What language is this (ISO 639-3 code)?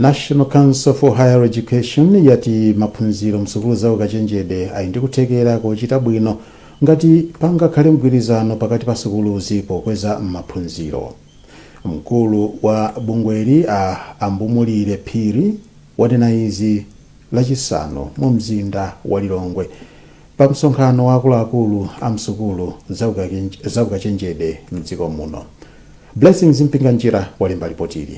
nya